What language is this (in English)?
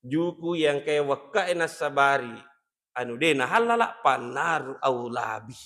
Buginese